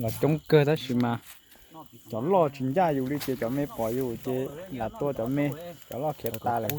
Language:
Hmong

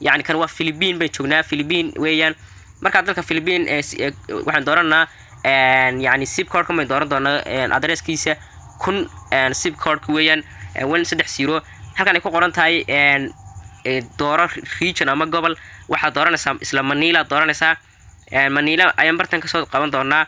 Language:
Somali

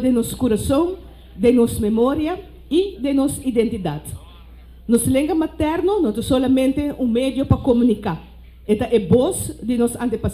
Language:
Papiamento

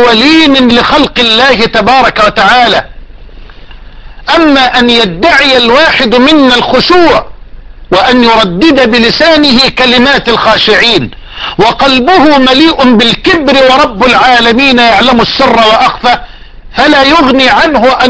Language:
Arabic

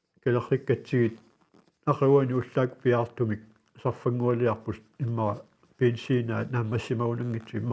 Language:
Kalaallisut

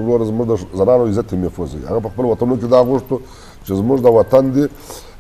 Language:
Eastern Balochi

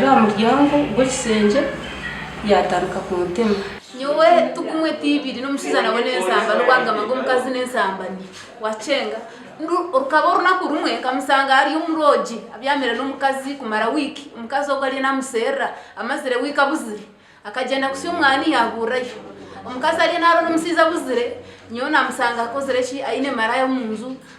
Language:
Nyankole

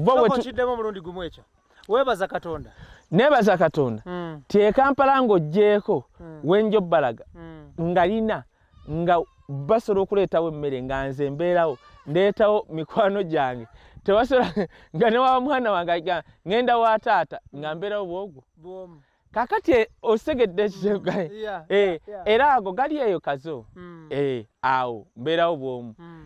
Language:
Ganda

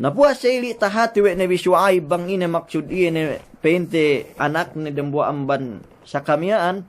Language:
Yakan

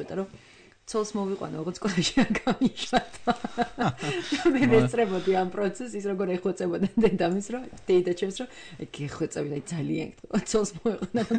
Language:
Georgian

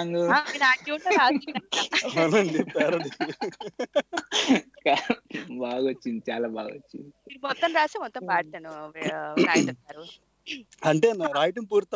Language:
Telugu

